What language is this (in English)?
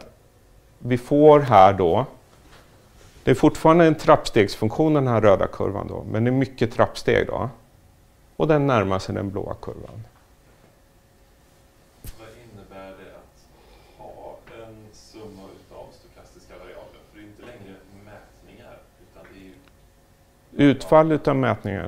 Swedish